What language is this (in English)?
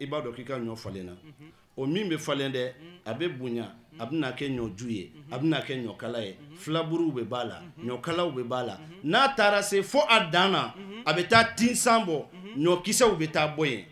Bambara